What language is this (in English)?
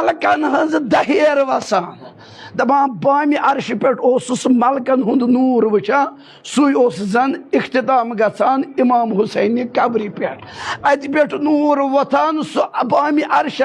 Kashmiri